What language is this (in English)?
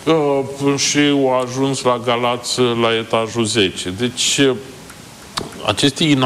Romanian